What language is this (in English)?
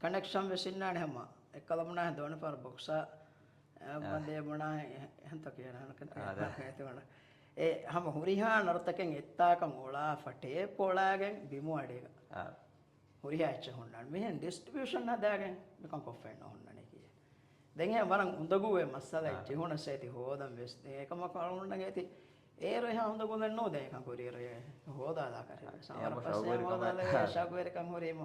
Divehi